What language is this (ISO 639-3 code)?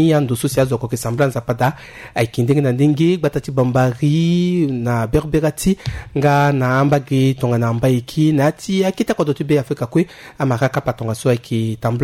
sag